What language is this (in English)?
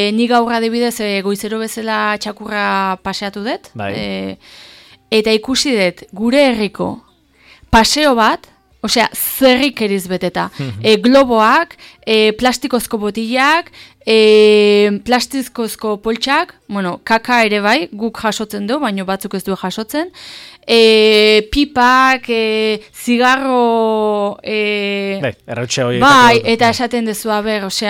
Basque